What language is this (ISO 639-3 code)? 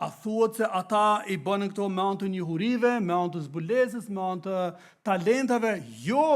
sqi